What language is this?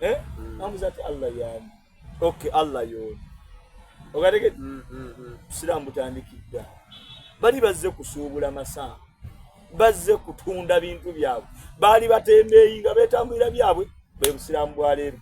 Soga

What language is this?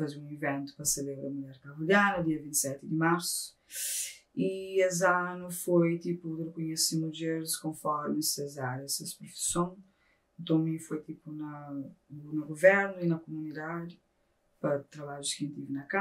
Kabuverdianu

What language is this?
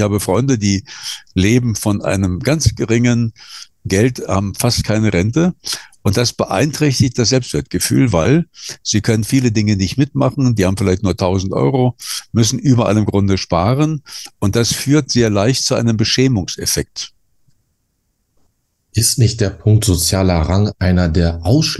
German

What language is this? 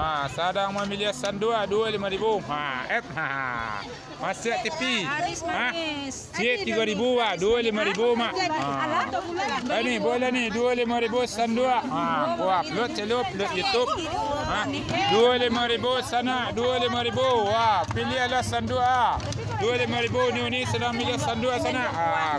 Minangkabau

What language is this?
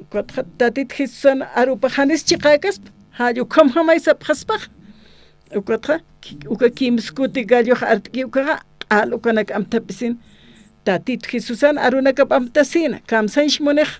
Aymara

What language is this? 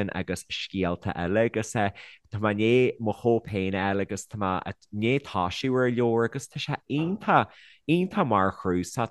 Irish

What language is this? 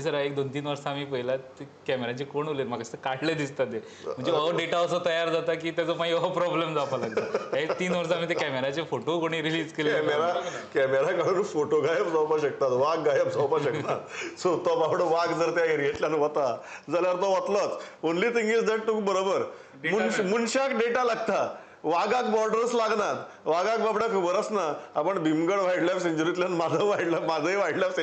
Konkani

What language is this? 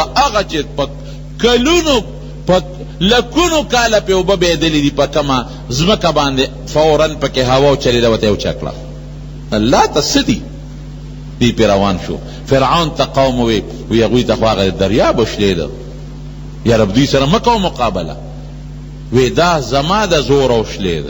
Pashto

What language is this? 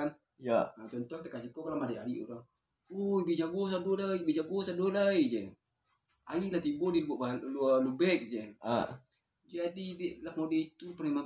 Minangkabau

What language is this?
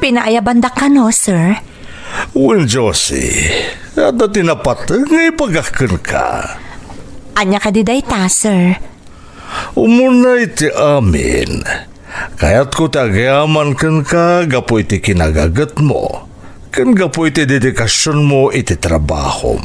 Iloko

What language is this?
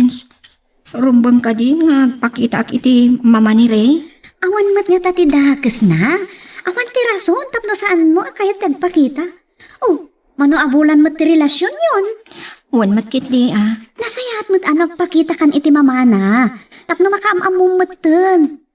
Iloko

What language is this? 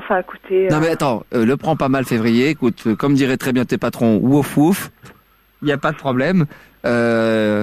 French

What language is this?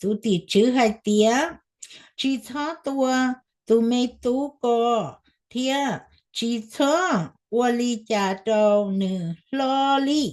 Hmong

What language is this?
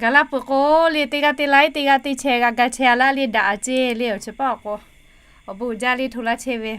Lahu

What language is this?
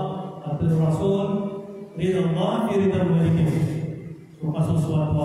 Maranao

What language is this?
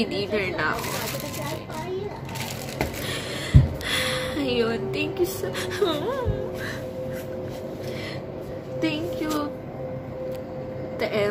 Filipino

